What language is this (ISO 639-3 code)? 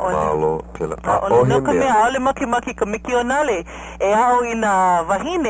haw